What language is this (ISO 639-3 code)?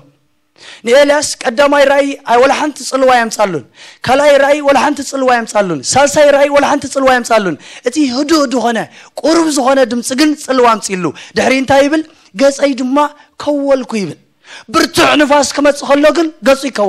tir